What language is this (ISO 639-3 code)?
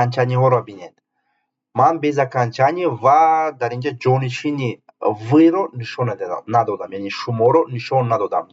tgk